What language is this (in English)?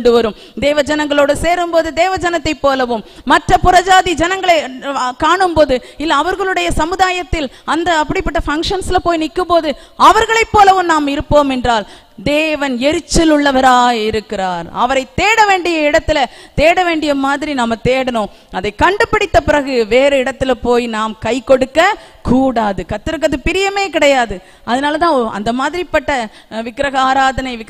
Tamil